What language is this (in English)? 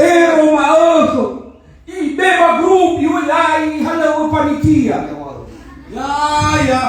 Nias